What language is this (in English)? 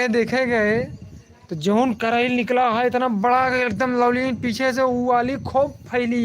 Awadhi